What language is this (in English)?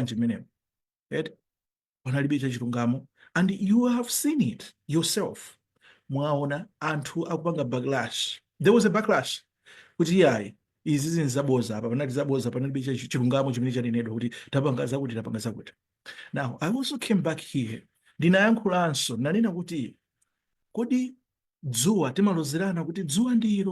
Nyanja